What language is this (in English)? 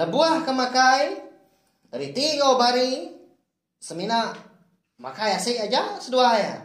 Iban